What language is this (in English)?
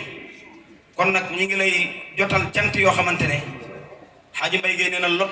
Wolof